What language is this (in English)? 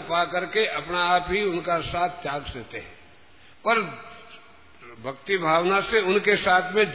Hindi